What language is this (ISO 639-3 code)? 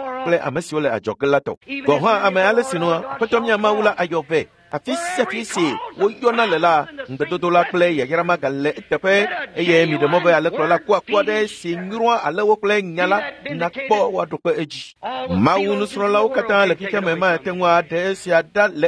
ewe